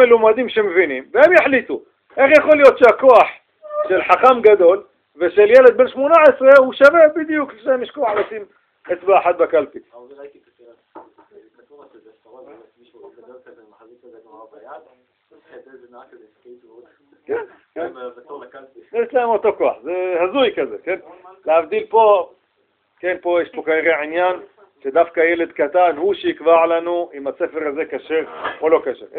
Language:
Hebrew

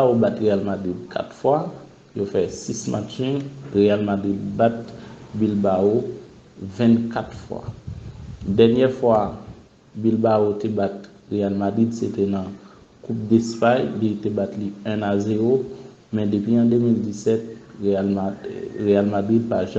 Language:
Haitian Creole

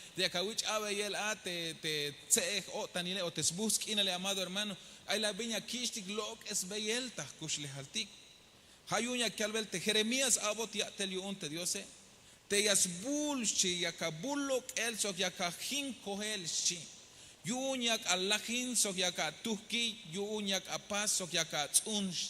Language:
Tzeltal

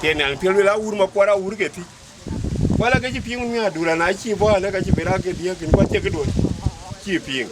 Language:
Dinka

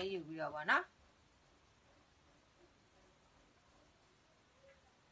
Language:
Burmese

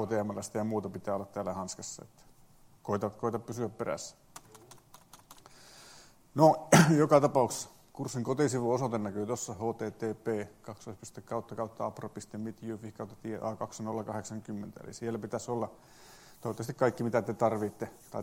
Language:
Finnish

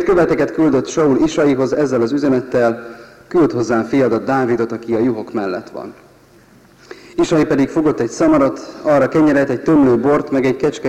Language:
Hungarian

